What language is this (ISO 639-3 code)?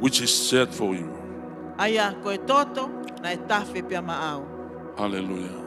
ton